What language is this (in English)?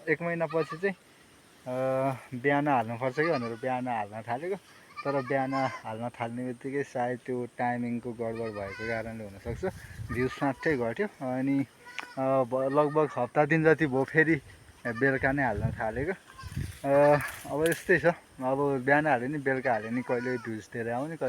Nepali